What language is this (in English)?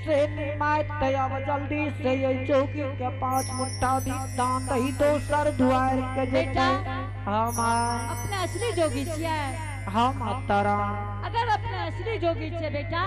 Angika